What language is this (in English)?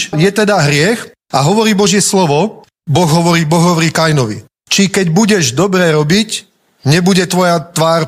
Slovak